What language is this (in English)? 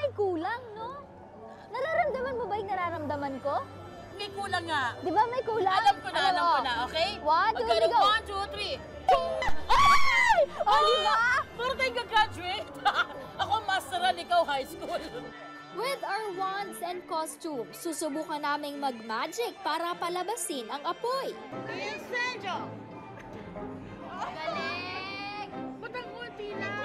Filipino